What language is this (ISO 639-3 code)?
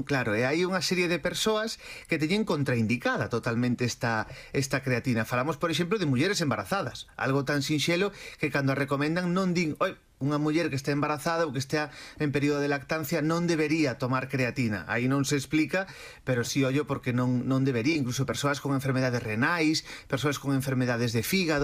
glg